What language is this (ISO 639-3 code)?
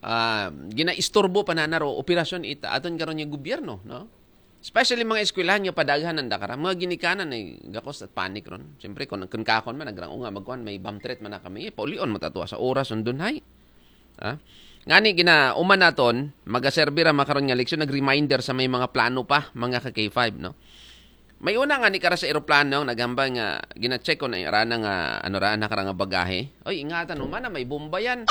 akl